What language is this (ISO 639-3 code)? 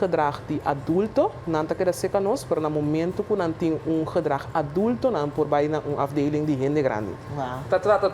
pap